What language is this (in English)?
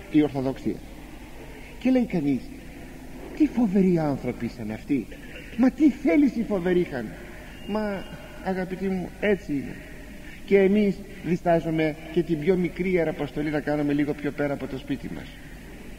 Greek